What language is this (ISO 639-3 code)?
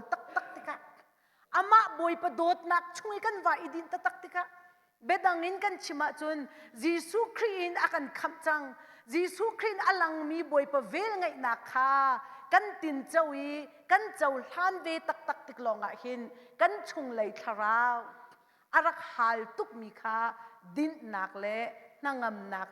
cnh